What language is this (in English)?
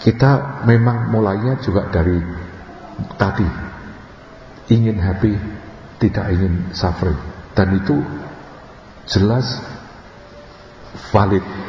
Indonesian